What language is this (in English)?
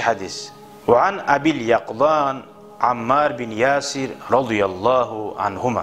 Kumyk